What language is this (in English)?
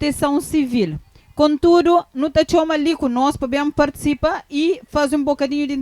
Kabuverdianu